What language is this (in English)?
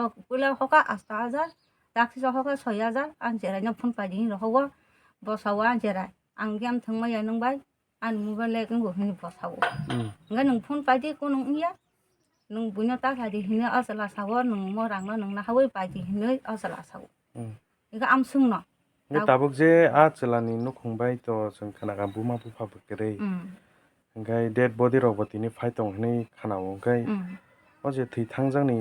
Kok Borok